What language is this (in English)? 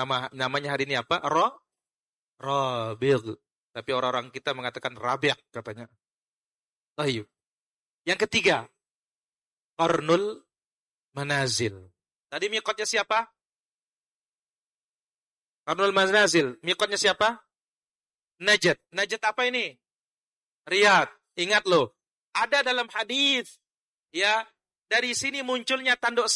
Indonesian